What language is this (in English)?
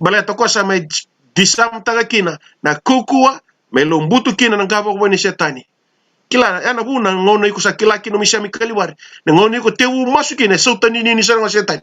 Fijian